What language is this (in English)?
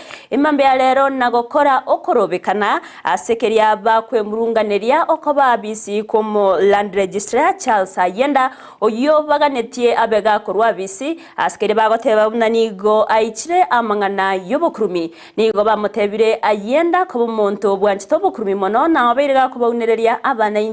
Gusii